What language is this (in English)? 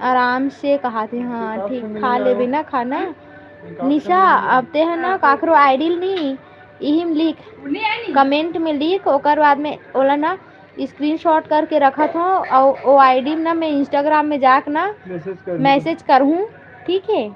Chhattisgarhi